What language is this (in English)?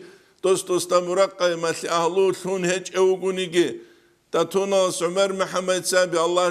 Avaric